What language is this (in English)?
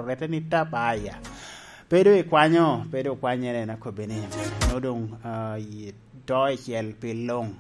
Lango (Uganda)